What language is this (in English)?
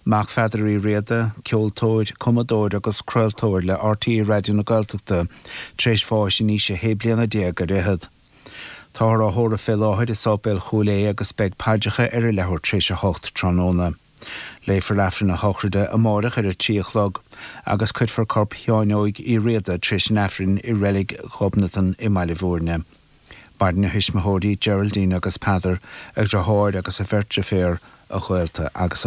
Irish